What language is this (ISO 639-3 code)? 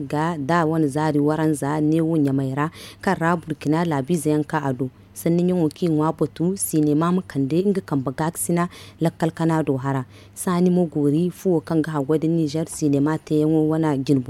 dje